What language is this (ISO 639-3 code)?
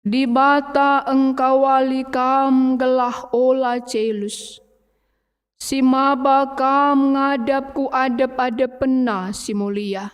btx